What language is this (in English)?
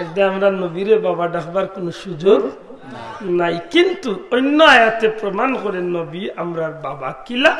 Sylheti